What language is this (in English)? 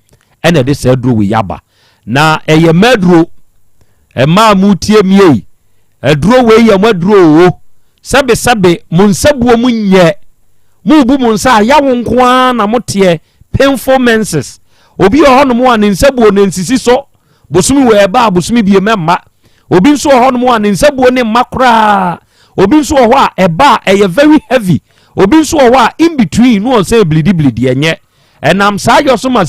Akan